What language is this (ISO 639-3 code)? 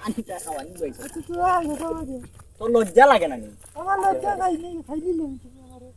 syl